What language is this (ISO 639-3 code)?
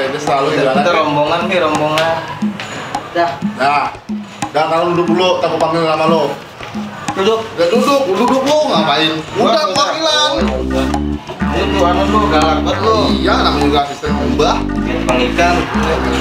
bew